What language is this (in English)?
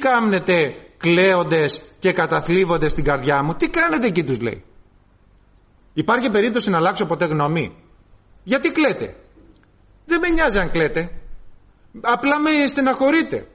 Greek